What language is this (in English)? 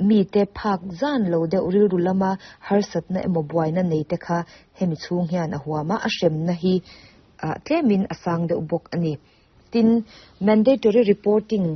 Mizo